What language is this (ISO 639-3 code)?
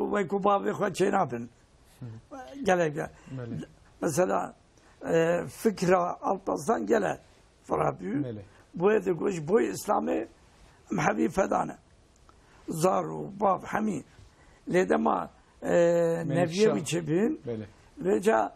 kur